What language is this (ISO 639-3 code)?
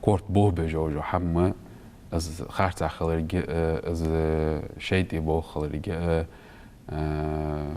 inh